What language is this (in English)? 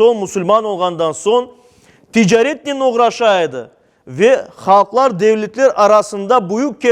Crimean Tatar